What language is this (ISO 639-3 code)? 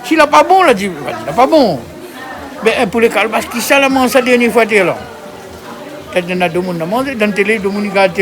rcf